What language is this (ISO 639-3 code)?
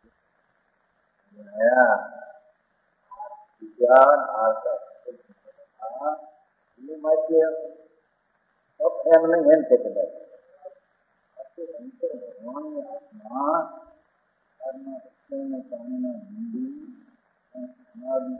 hin